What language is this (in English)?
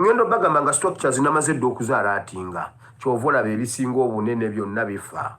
Ganda